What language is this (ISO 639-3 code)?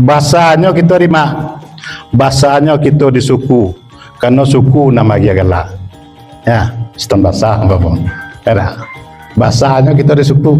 min